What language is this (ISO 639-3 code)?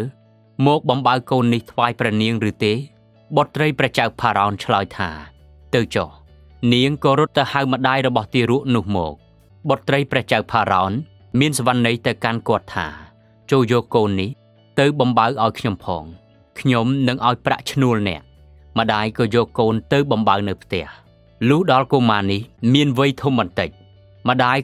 khm